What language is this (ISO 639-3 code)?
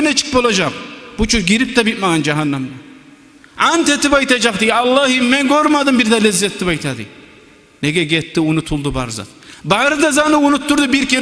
kum